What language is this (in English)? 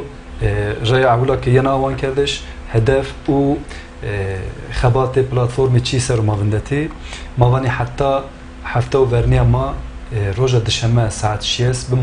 Zaza